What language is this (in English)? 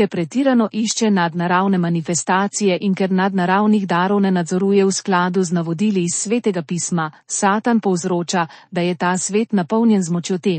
Slovenian